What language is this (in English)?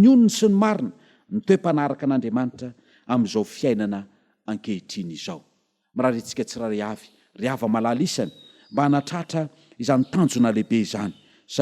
Malagasy